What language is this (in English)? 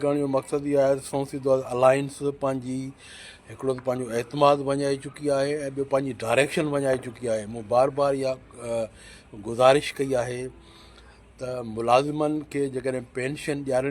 Sindhi